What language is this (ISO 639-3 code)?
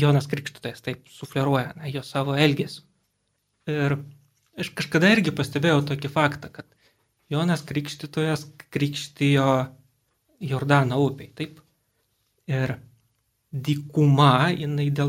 lit